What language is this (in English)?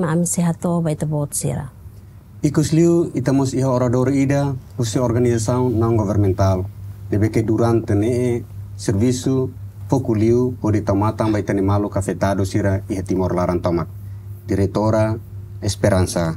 Tetum